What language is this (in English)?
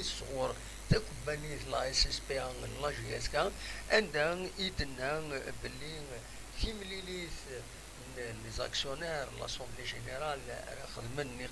Kabyle